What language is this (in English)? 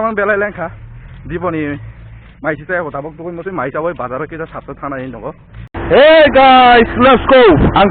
Kok Borok